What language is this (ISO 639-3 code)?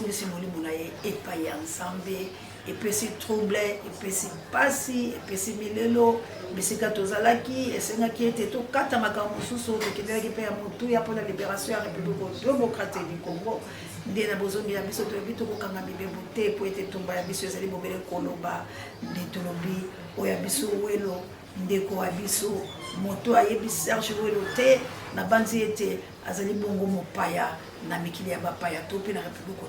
lin